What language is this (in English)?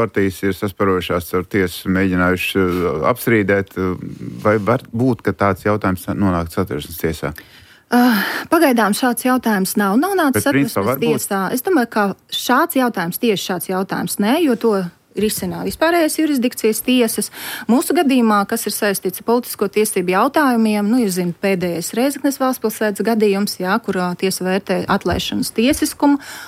Latvian